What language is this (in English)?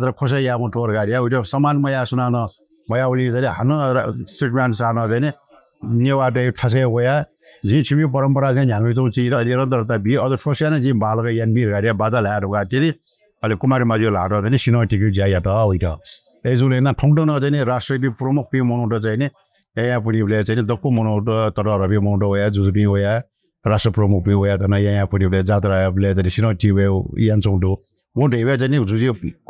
Newari